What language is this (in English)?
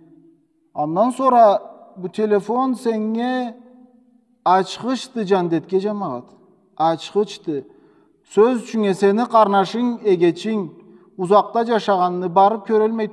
Karachay-Balkar